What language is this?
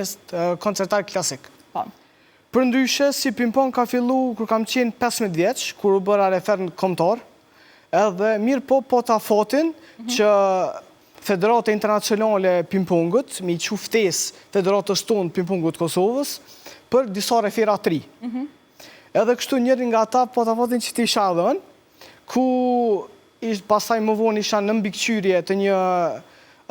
Albanian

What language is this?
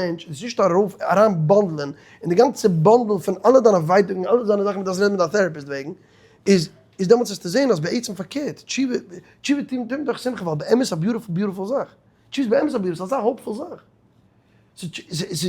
Yiddish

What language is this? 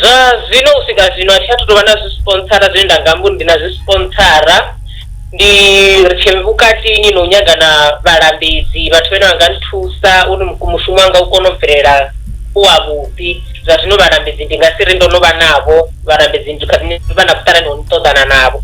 Venda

